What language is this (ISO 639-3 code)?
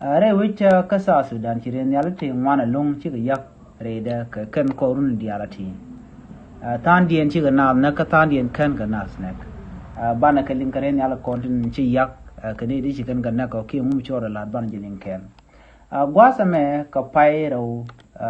nus